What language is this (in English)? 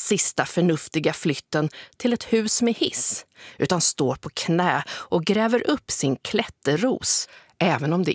Swedish